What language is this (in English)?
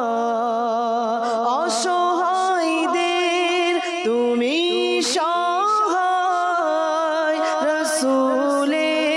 Bangla